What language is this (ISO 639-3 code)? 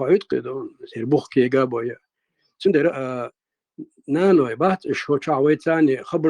che